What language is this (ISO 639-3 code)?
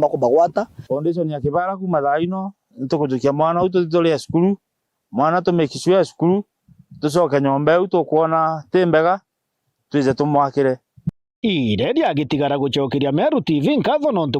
mer